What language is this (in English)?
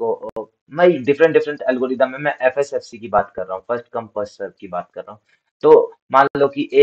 Hindi